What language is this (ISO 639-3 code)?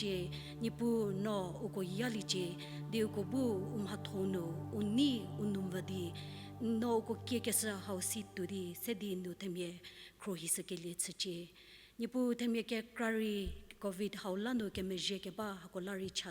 njm